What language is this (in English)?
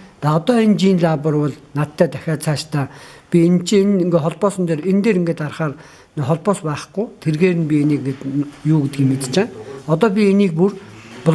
Mongolian